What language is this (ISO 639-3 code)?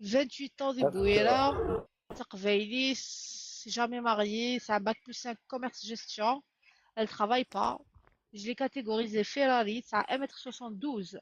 arq